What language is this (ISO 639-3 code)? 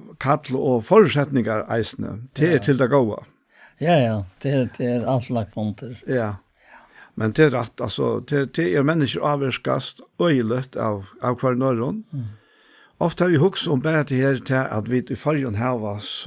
fao